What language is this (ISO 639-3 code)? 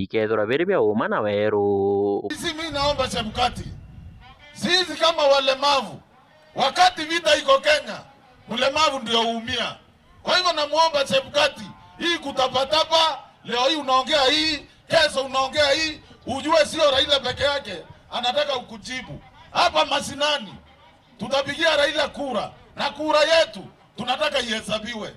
mer